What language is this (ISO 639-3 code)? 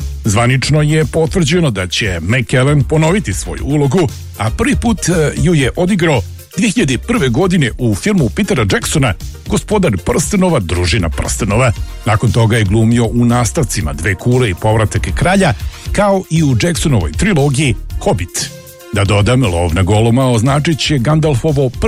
srp